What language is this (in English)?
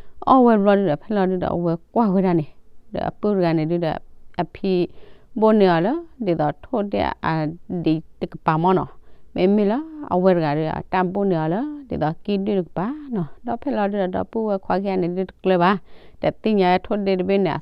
S'gaw Karen